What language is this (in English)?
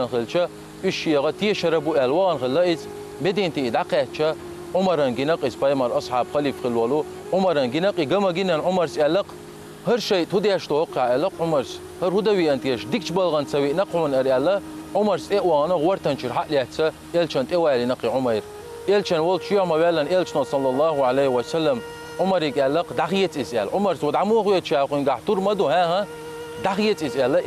Chechen